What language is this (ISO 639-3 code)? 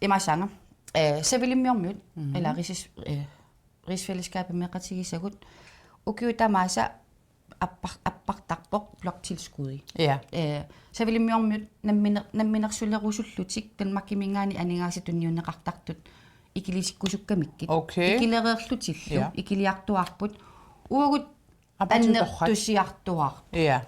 kal